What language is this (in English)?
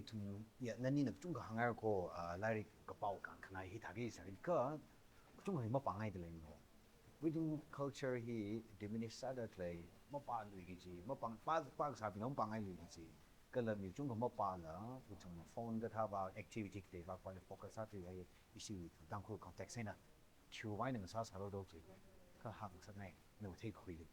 Tangkhul Naga (India)